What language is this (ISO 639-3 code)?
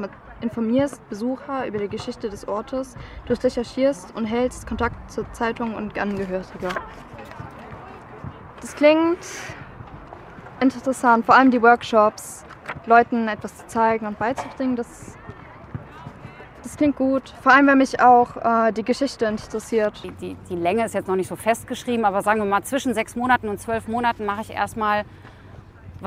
deu